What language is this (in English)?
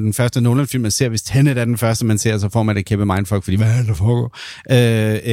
Danish